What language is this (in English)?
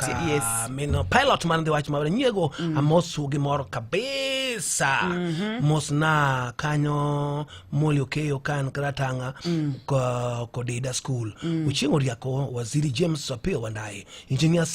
Luo (Kenya and Tanzania)